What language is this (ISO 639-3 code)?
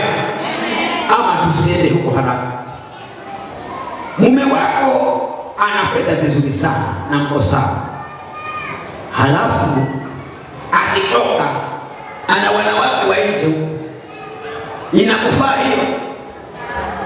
swa